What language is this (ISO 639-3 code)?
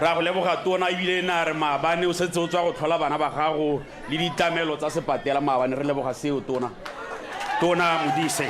tsn